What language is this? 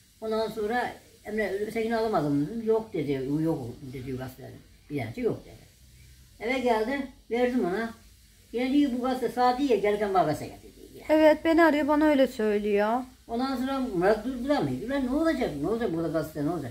Turkish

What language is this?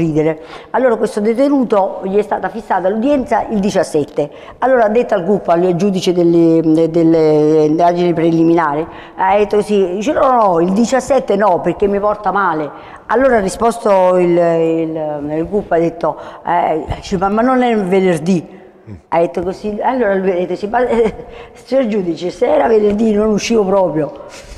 Italian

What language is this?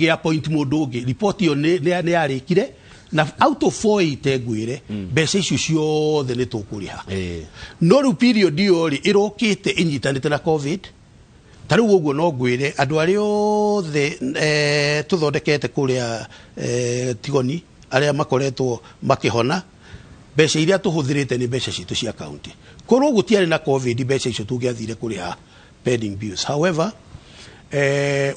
Kikuyu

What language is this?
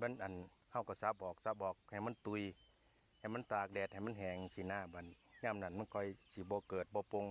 Northeastern Thai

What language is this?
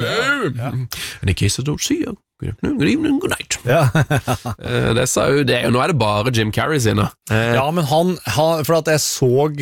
Norwegian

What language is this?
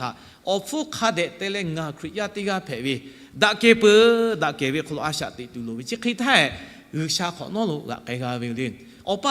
Lahu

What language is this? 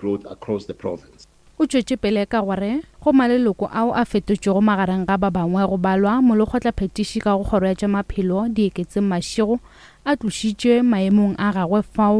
Northern Sotho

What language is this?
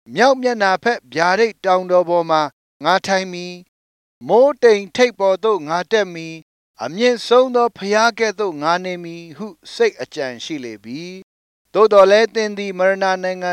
Burmese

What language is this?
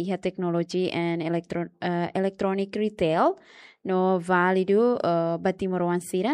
Tetum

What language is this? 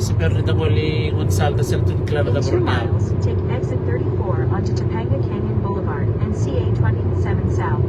Fijian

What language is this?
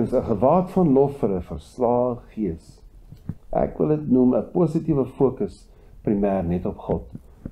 Afrikaans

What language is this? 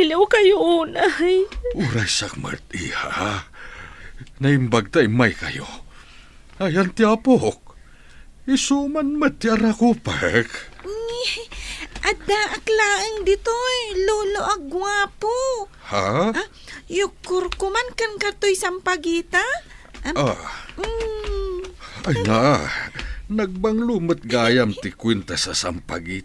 Iloko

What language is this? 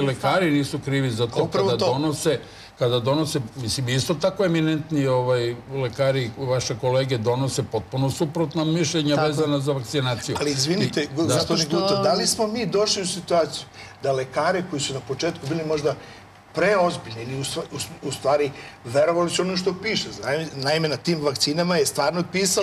Serbian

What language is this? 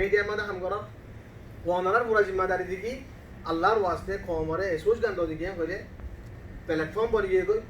Rohingya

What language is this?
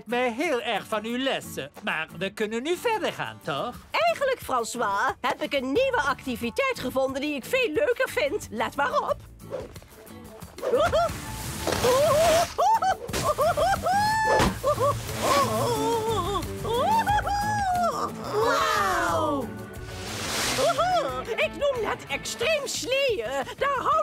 Dutch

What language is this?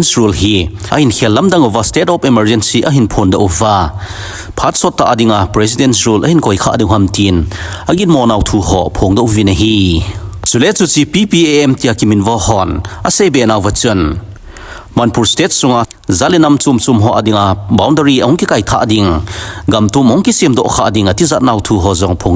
Thado Chin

